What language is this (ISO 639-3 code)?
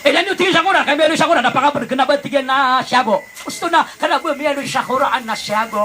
mrw